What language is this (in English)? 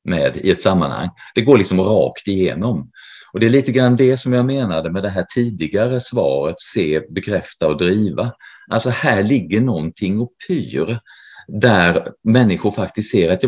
Swedish